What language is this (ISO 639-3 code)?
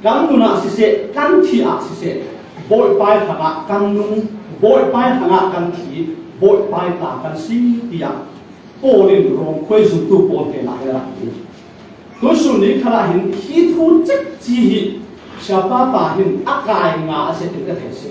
cfm